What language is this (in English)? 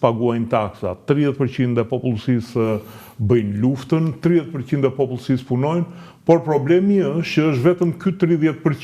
Albanian